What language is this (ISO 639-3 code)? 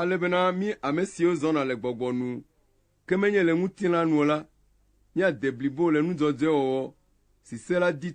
ewe